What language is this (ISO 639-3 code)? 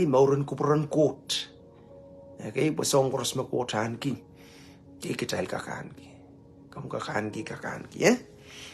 pon